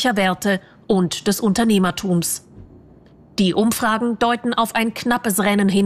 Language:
German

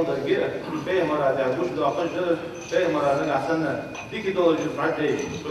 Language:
Ingush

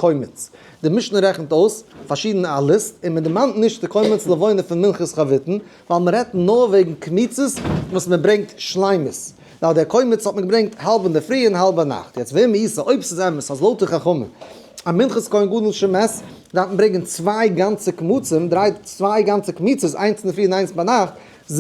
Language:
Yiddish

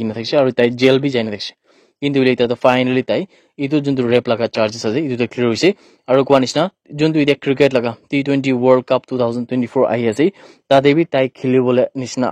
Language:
Naga Pidgin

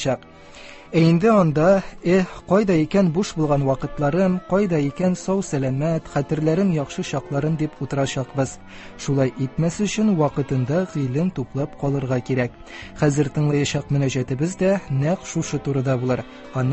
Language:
Tatar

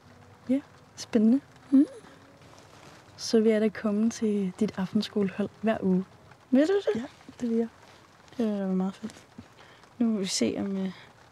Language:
Danish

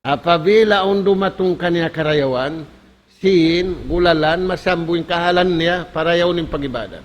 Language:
Tausug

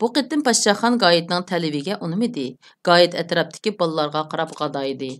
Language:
Uyghur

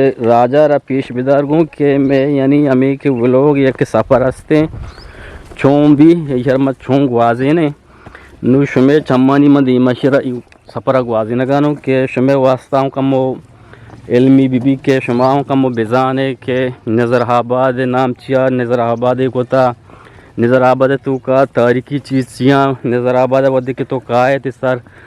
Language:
Eastern Balochi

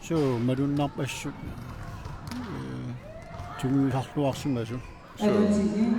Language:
Kalaallisut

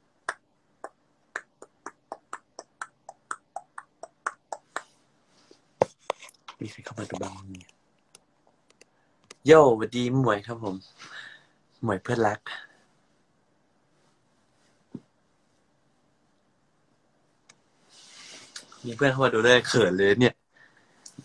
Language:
Thai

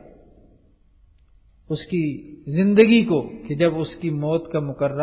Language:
Urdu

